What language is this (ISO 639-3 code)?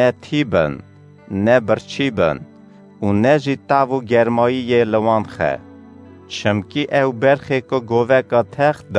kur